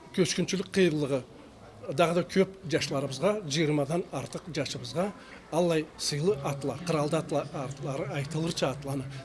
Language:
Karachay-Balkar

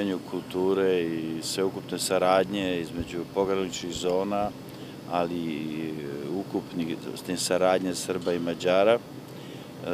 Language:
Serbian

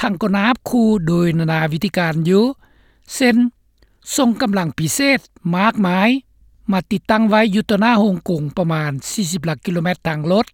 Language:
Lao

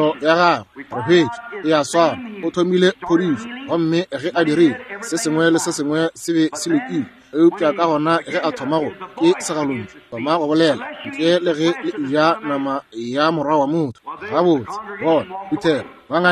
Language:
Northern Sotho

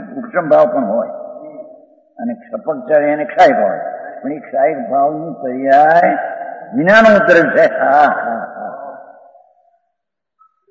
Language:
Gujarati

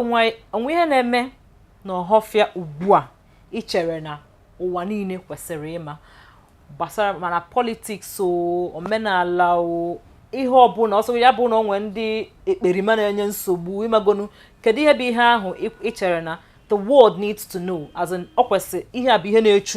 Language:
Igbo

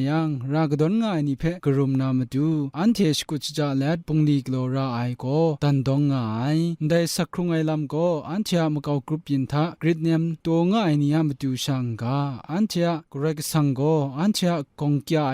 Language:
Kachin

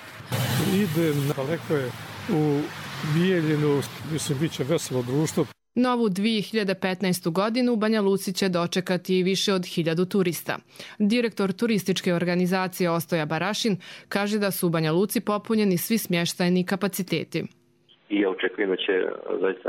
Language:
Croatian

